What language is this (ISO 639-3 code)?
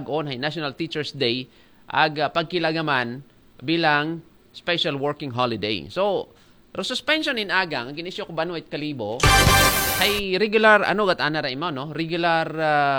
akl